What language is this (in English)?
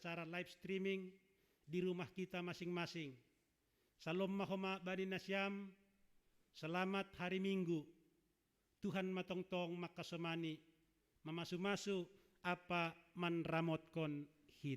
Batak Simalungun